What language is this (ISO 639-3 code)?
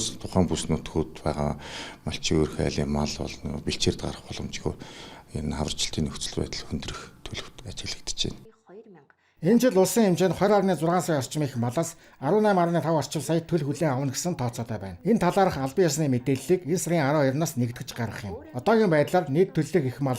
mon